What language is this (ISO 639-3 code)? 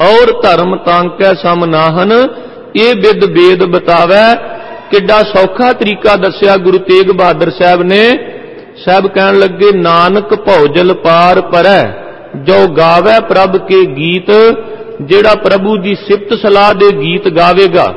pan